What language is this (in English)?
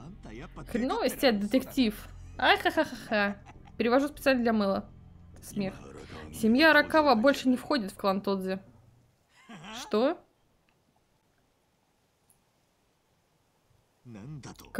Russian